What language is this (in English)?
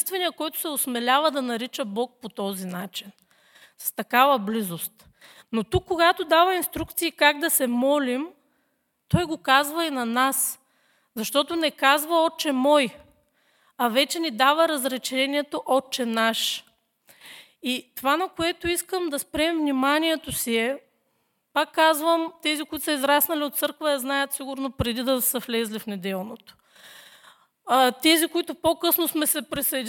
Bulgarian